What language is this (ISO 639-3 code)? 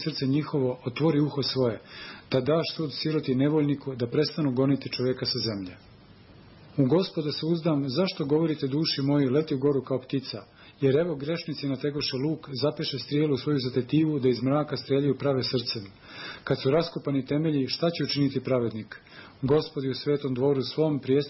srp